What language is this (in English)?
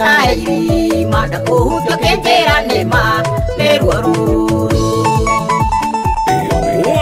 Kikuyu